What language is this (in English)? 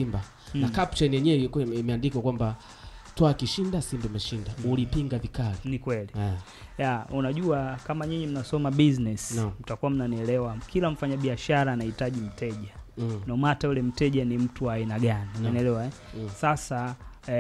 Swahili